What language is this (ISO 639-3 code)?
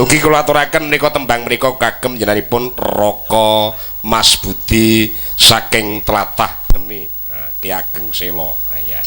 jav